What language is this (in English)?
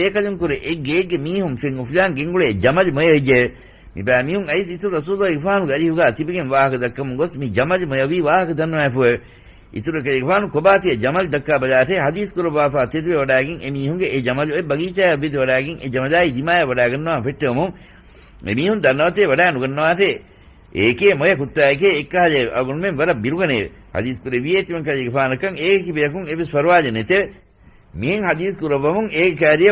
Divehi